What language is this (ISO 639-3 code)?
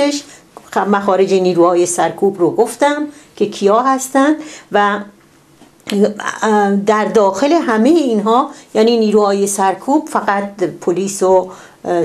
fas